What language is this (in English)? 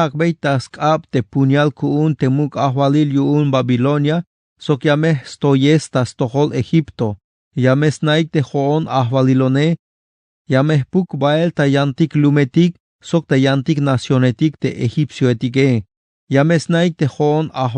Tzeltal